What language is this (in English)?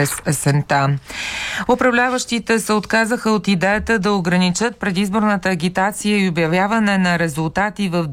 Bulgarian